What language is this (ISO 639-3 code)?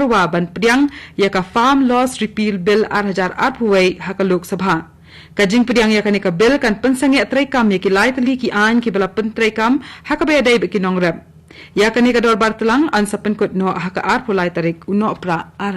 kha